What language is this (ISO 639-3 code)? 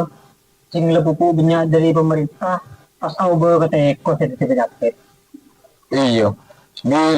mad